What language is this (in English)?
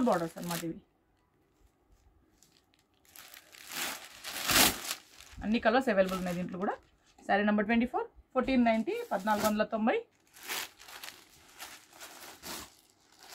Telugu